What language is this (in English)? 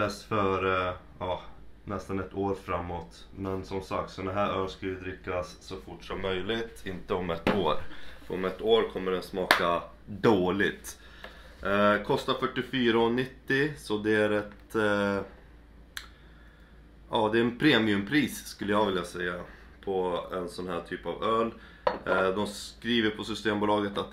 Swedish